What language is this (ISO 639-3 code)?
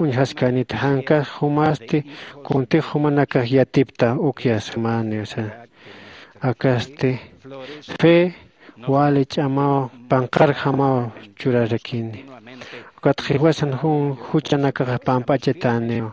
aym